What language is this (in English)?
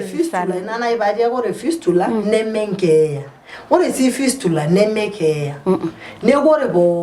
Masai